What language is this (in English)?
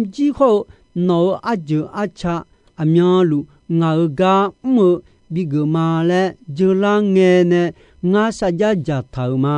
Akha